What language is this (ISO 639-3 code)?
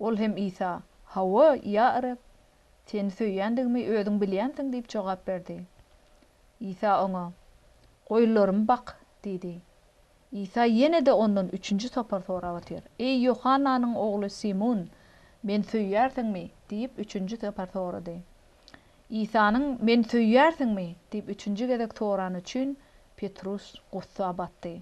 tuk